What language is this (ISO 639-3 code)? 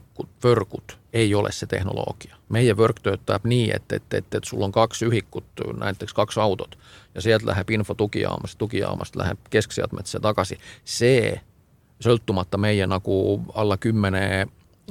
est